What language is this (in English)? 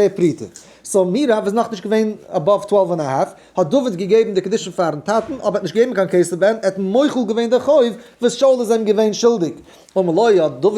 Yiddish